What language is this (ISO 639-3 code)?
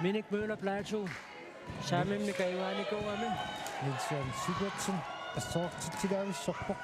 kal